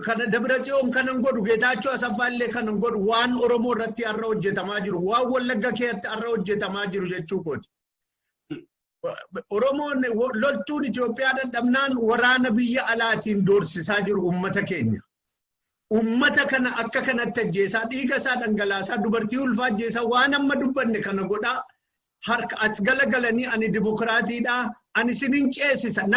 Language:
Oromo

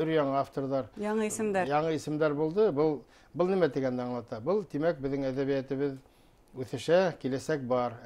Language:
Bashkir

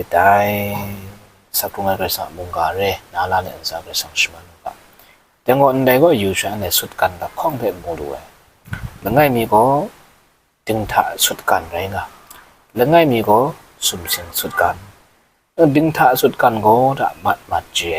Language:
Kachin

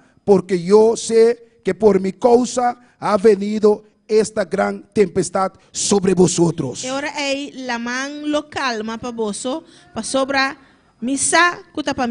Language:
Papiamento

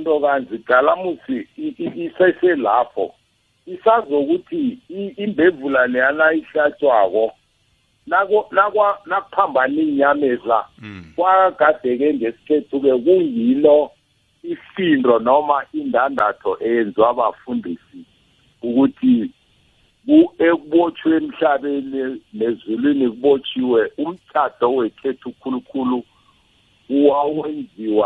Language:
South Ndebele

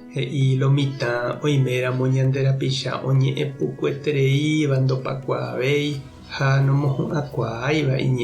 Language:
Guarani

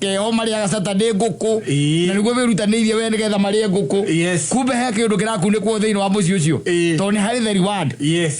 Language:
Kikuyu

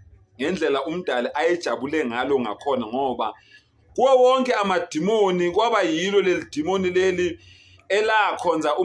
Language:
Zulu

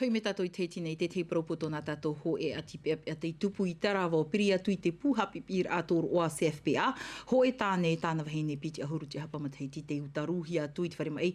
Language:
Tahitian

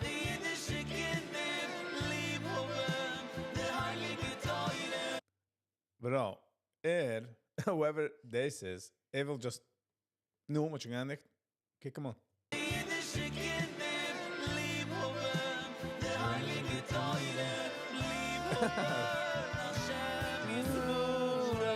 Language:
Yiddish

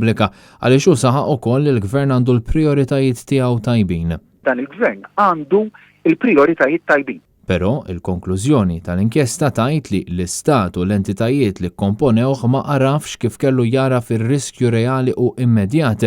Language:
Maltese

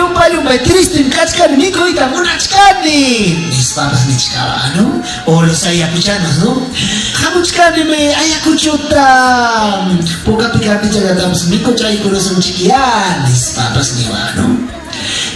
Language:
Ayacucho Quechua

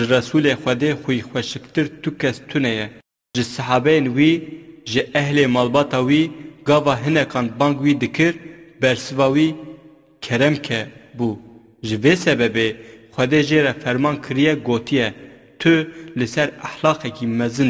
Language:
Kurdish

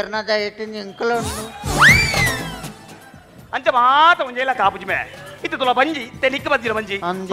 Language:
Tulu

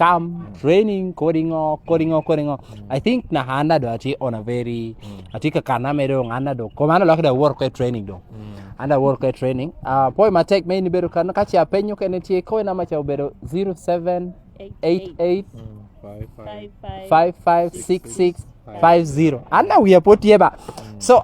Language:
Lango (Uganda)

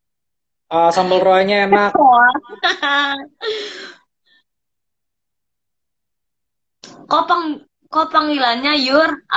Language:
Indonesian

